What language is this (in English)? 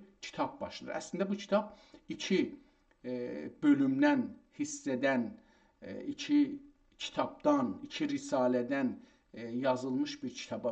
South Azerbaijani